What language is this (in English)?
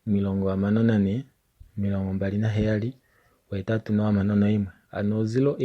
Kuanyama